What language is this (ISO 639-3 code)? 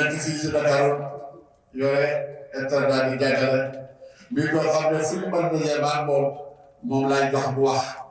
wol